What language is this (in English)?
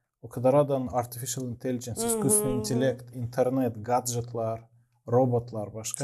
Gagauz